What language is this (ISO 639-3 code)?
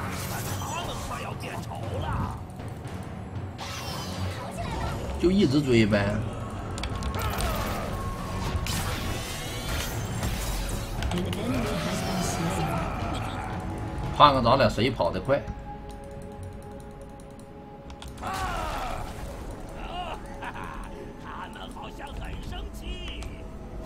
zho